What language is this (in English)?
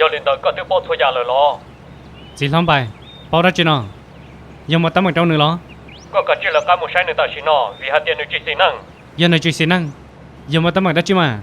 Hmong